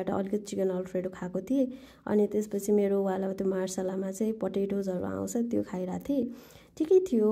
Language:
Nepali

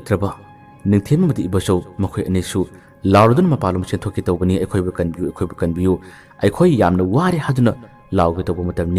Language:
Manipuri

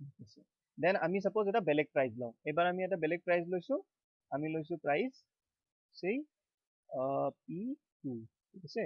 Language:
Assamese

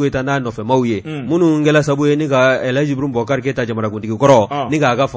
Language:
Bambara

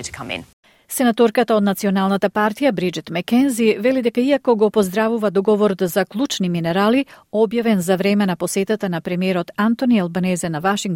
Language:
Macedonian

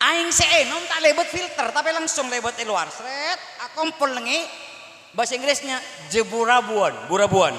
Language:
Madurese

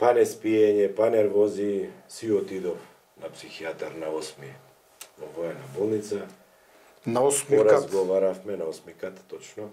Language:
Macedonian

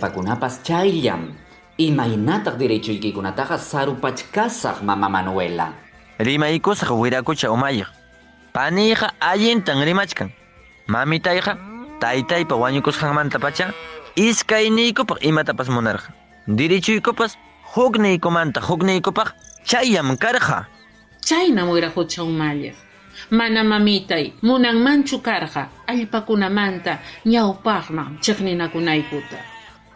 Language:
Ayacucho Quechua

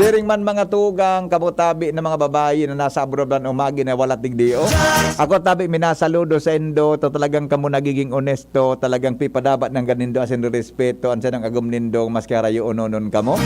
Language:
Bikol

